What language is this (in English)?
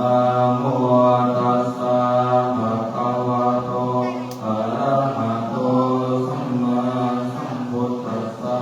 Pali